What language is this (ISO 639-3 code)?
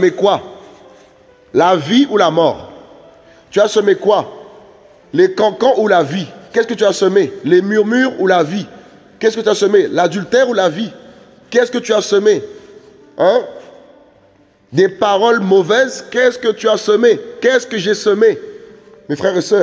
fra